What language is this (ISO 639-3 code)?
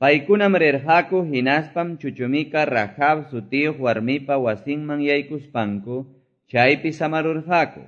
que